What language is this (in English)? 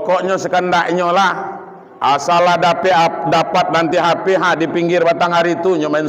Minangkabau